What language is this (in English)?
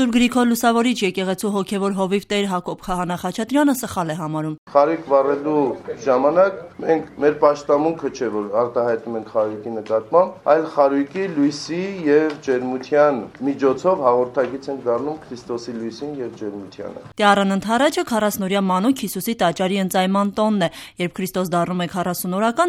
Armenian